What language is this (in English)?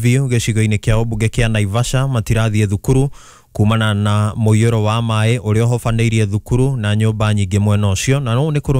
Kikuyu